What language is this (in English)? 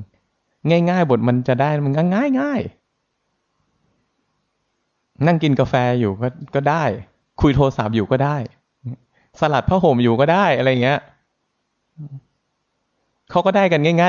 Thai